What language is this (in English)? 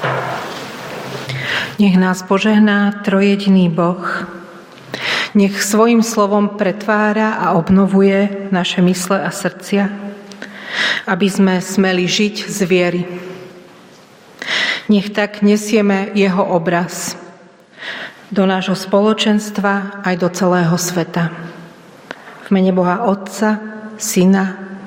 Slovak